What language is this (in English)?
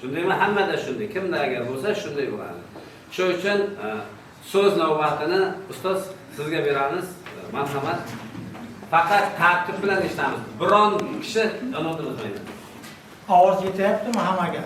Uzbek